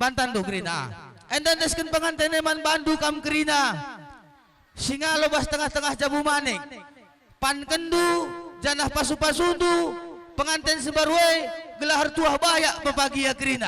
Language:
Batak Karo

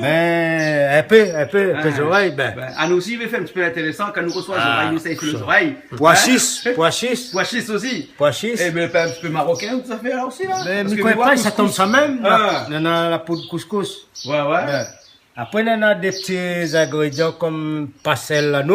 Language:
Réunion Creole French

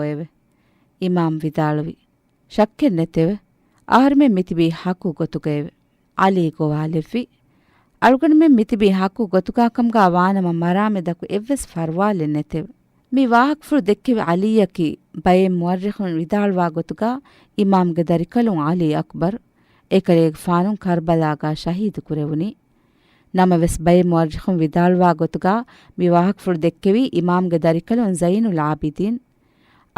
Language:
Divehi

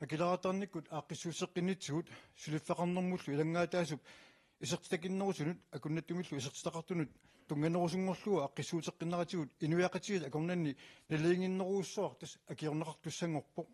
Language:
Kalaallisut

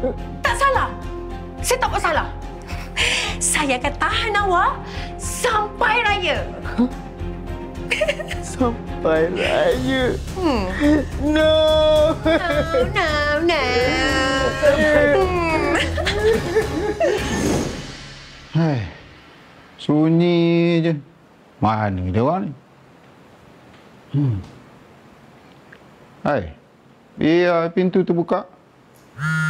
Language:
Malay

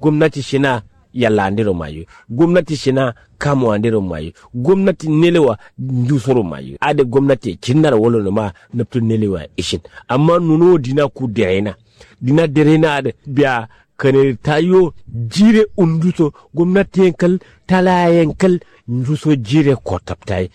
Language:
Kanuri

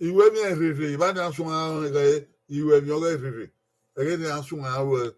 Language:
Bini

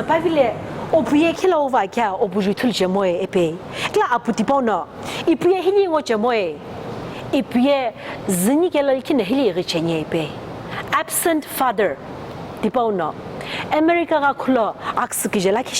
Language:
Sumi Naga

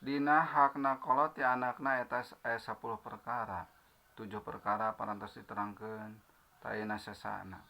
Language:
Sundanese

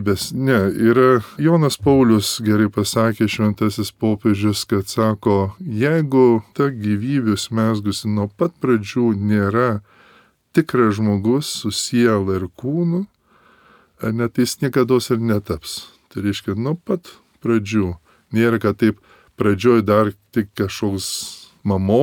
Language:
Lithuanian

